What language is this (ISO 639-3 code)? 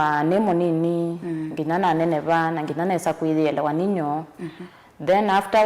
kam